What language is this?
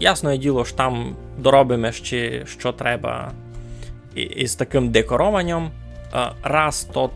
Rusyn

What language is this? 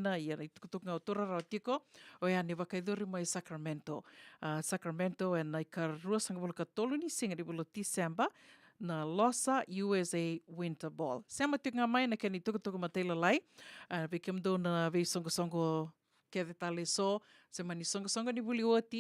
Fijian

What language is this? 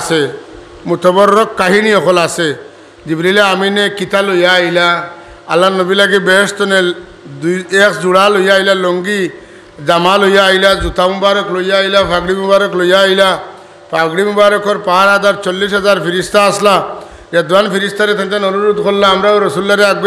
Sylheti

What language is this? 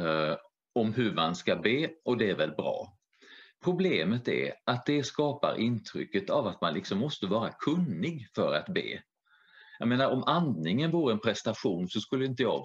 Swedish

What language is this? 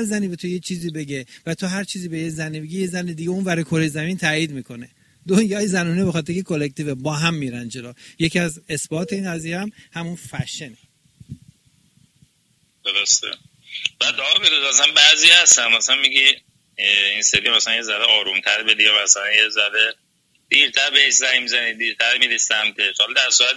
Persian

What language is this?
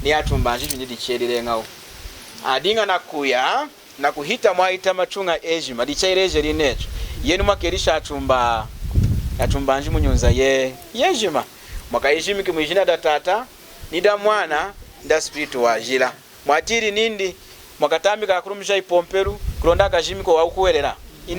Lunda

